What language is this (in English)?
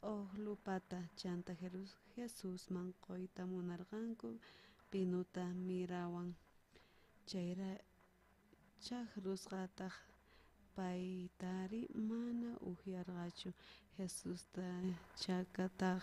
South Bolivian Quechua